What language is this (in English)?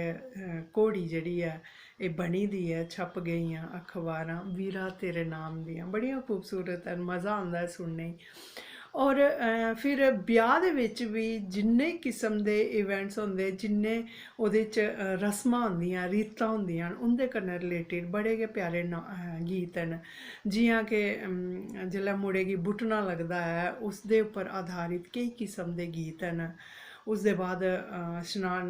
Dogri